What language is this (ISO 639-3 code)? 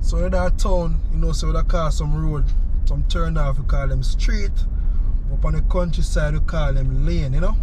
jam